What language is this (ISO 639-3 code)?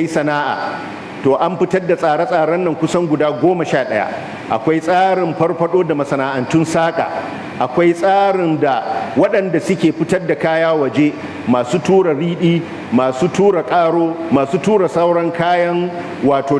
hau